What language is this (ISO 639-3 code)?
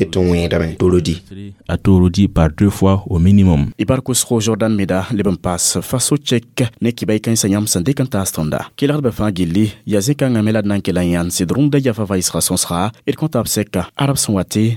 mos